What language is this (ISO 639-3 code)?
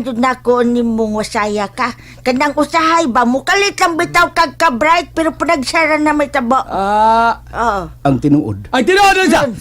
ceb